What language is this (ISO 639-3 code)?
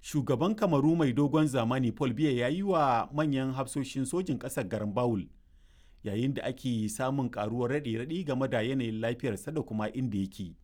hau